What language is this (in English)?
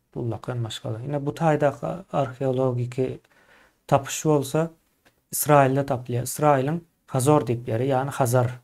Turkmen